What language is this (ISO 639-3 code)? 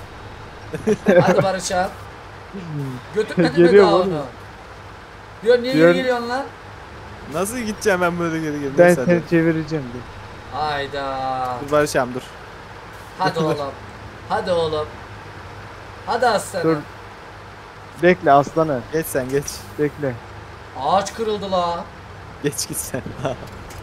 tur